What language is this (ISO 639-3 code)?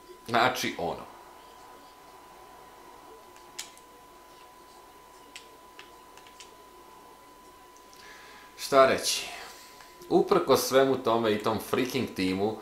hrv